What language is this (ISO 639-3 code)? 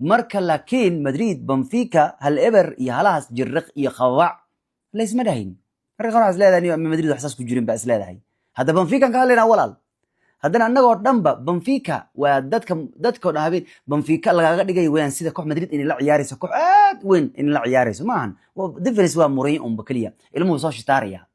som